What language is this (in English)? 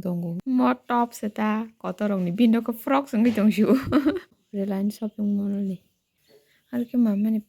Kok Borok